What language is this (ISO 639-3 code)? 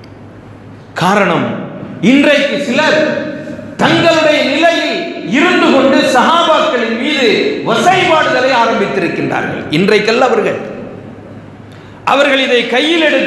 tam